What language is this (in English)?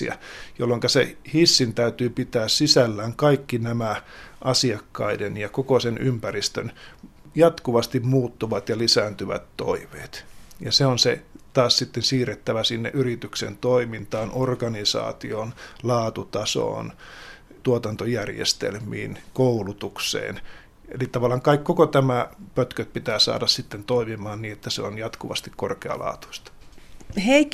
Finnish